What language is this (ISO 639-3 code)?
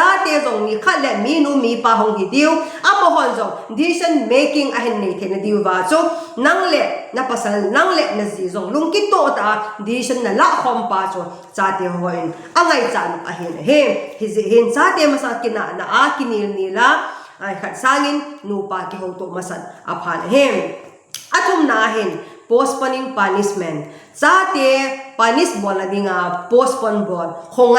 tcz